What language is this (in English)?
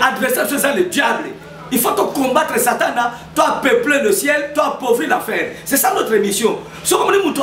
Lingala